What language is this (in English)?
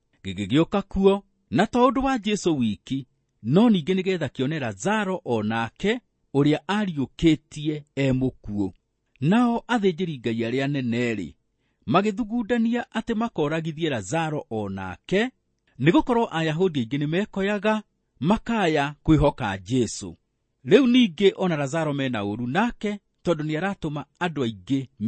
Kikuyu